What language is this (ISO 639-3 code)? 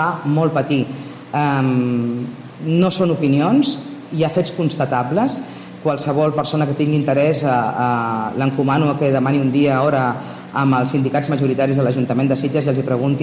cat